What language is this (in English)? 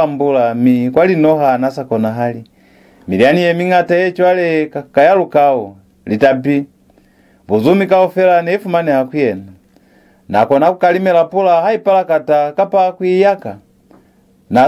Lozi